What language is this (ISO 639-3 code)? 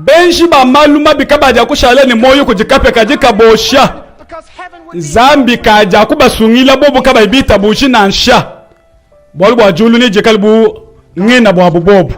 lua